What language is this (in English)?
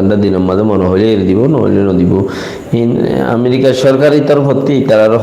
Rohingya